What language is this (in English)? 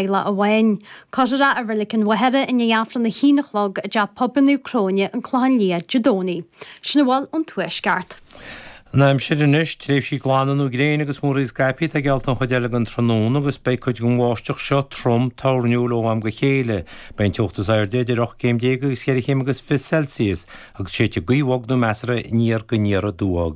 Irish